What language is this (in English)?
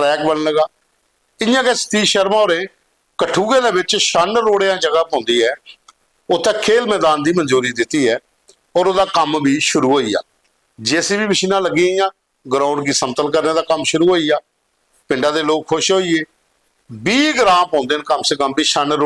Dogri